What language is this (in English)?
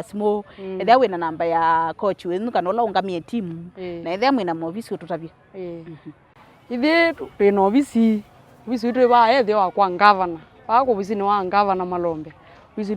Kamba